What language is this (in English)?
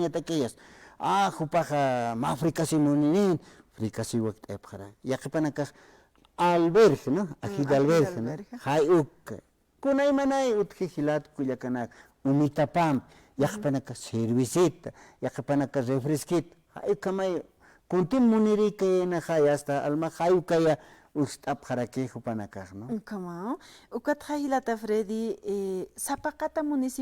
Aymara